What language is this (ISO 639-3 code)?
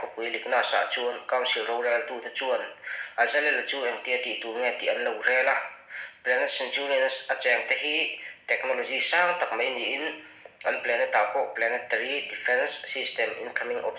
lus